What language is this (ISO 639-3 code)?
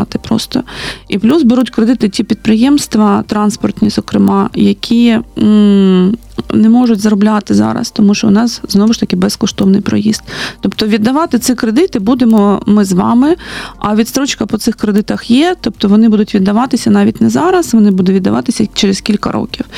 ukr